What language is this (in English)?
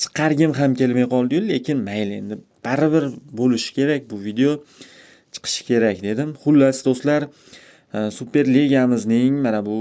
Uzbek